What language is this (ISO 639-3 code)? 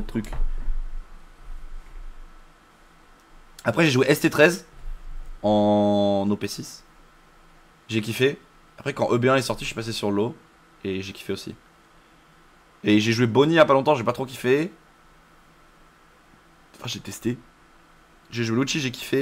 fra